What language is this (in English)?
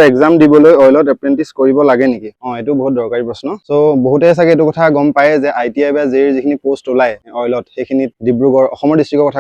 Assamese